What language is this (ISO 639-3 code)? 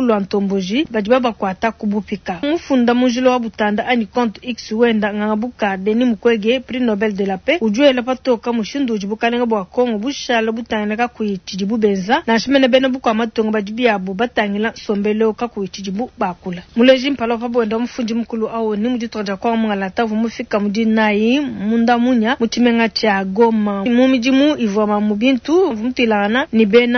lua